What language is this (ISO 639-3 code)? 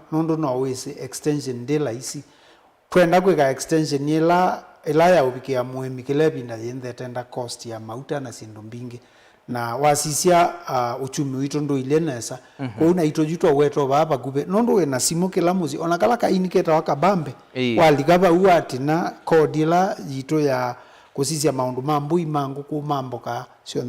kam